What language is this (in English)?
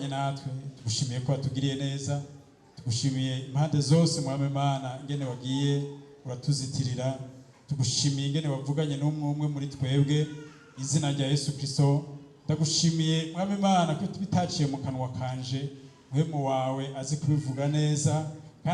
Rundi